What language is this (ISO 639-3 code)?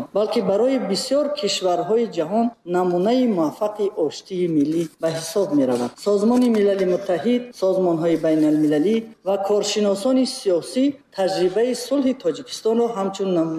tgk